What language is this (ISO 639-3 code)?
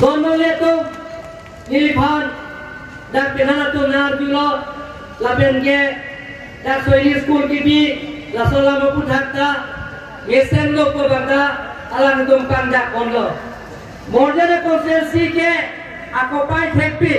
mjw